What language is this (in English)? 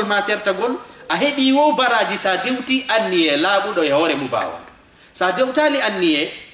Fula